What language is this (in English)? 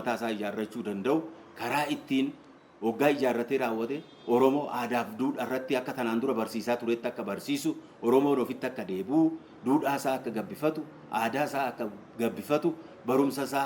Oromo